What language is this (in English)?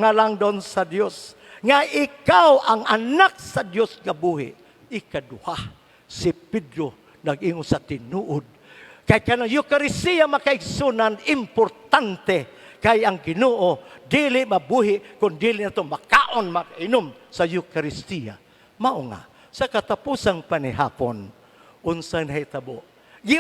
Cebuano